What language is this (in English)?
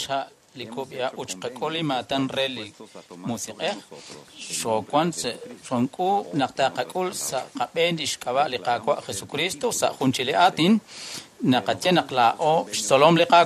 Kekchí